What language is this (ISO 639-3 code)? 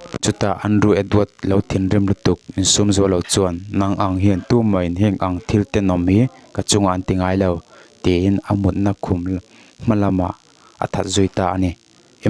lus